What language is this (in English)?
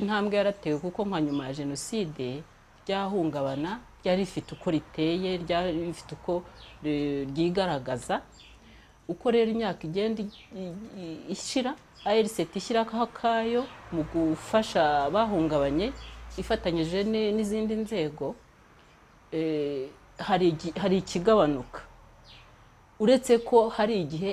Kinyarwanda